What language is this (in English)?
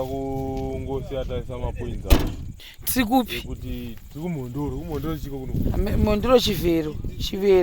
Shona